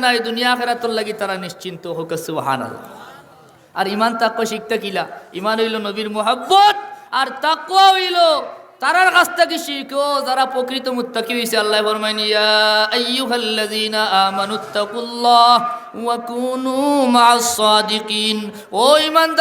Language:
Sylheti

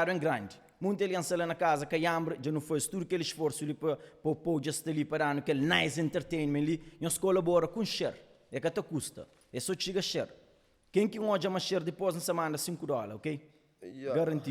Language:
Kabuverdianu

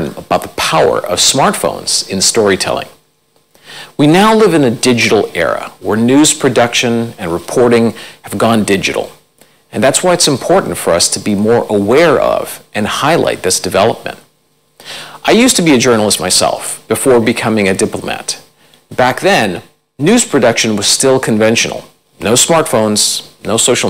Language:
English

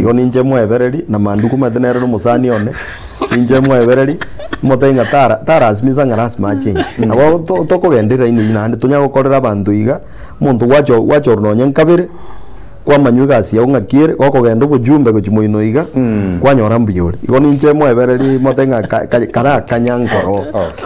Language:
Gusii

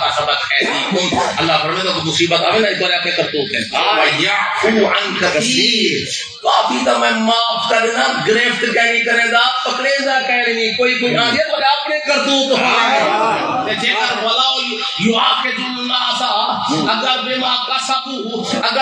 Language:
Saraiki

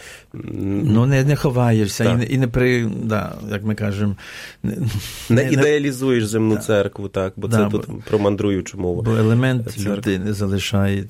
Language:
Ukrainian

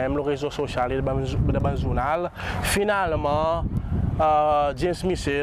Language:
Seselwa Creole French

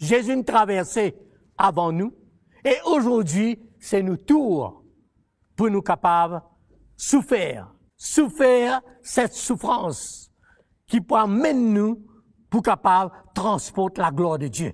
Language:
Morisyen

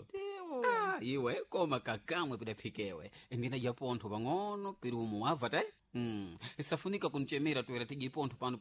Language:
Sena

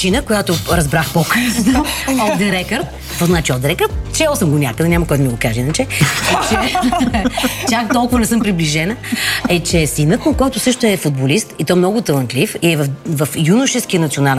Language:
Bulgarian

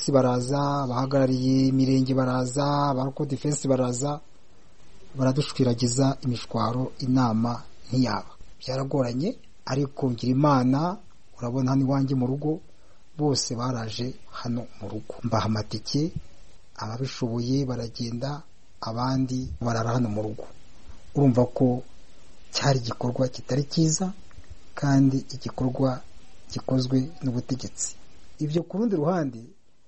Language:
Kinyarwanda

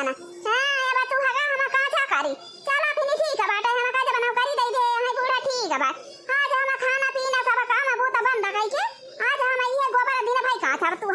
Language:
Awadhi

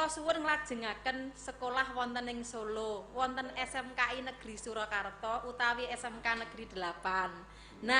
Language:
Javanese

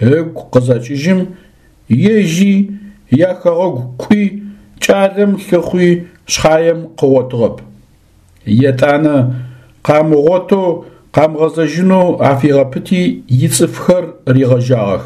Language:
Adyghe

